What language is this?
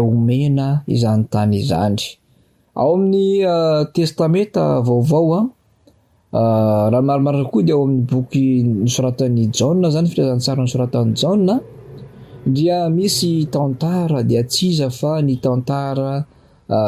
Malagasy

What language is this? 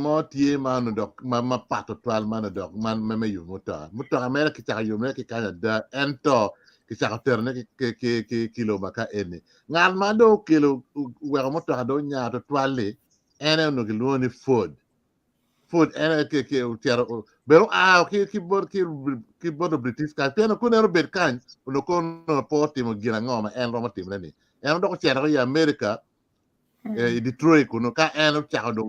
Acoli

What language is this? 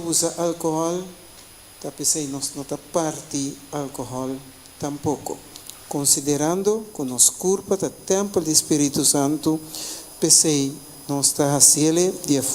Papiamento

